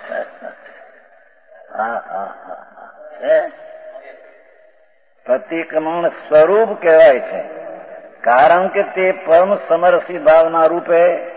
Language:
Gujarati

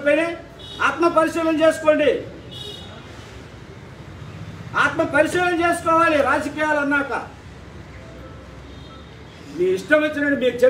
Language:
Telugu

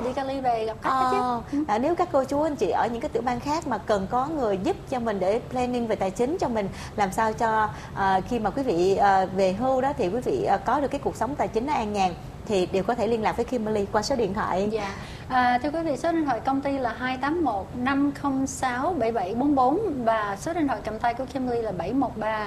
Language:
Vietnamese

